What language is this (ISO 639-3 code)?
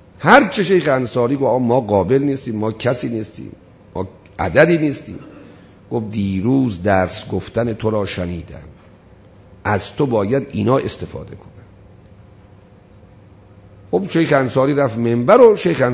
fas